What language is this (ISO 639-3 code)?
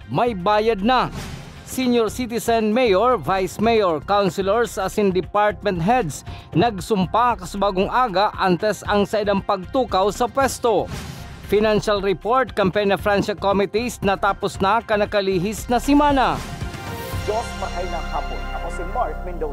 bik